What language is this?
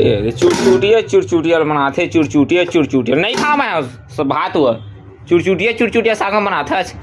Chhattisgarhi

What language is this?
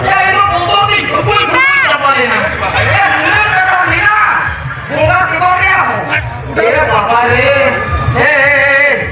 Santali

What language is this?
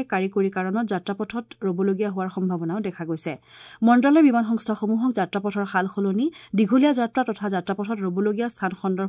Assamese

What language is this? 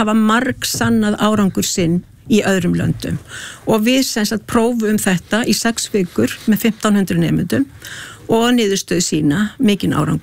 Icelandic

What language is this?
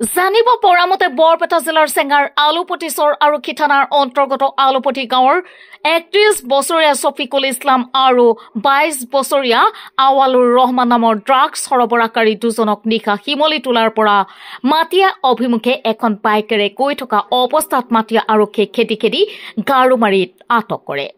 Assamese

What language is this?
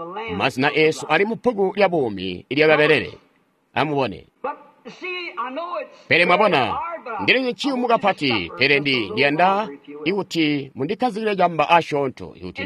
Tonga (Zambia)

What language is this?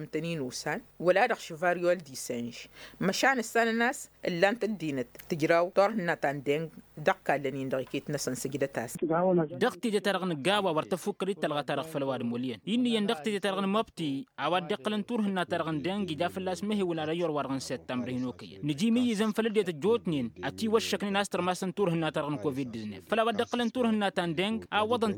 Tamasheq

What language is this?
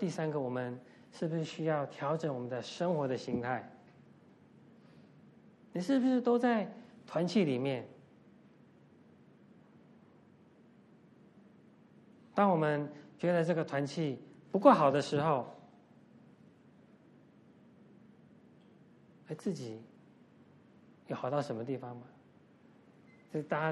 Chinese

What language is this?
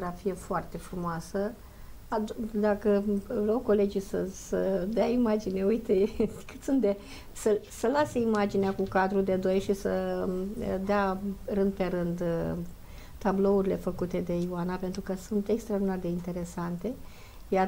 Romanian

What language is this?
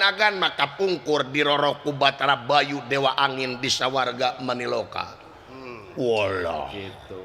Sundanese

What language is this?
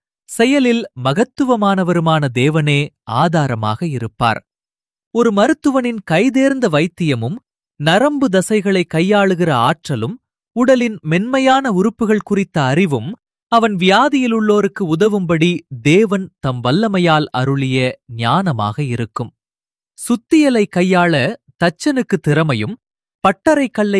Tamil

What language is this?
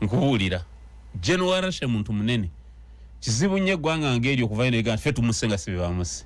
Ganda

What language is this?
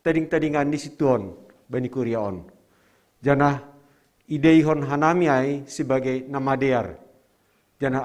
Batak Simalungun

